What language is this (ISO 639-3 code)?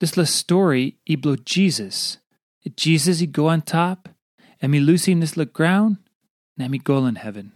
tpi